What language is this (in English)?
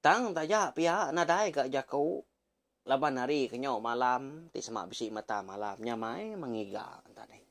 Iban